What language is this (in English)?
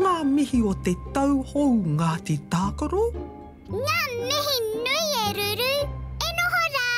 Māori